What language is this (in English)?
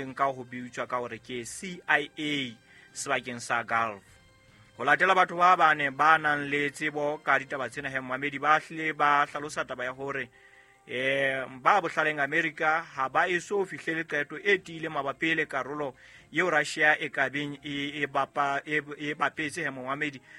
Southern Sotho